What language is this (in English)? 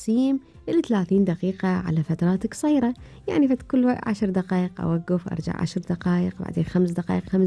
Gulf Arabic